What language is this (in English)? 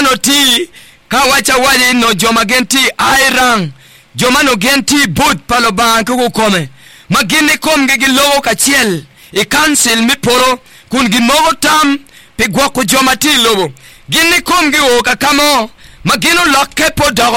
Acoli